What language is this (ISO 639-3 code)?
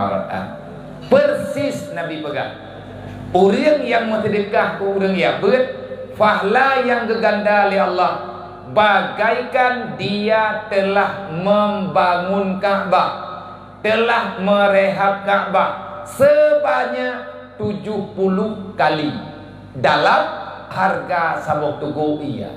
ace